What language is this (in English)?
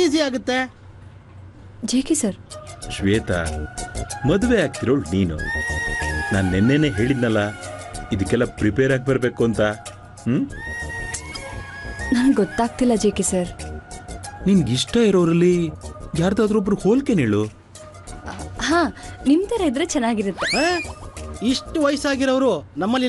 Kannada